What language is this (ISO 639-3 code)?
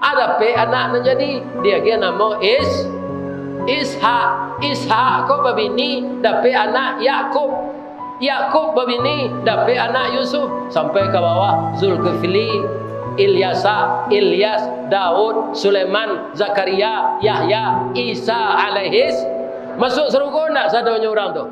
min